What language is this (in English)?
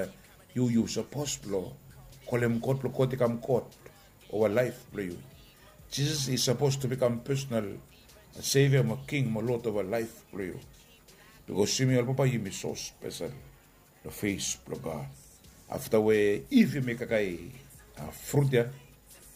Bislama